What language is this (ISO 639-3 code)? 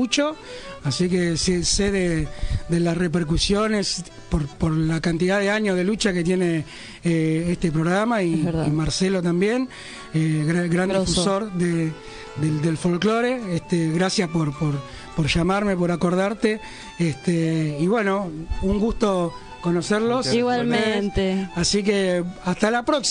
spa